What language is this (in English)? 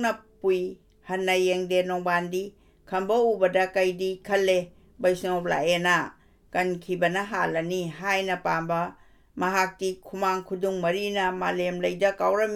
Manipuri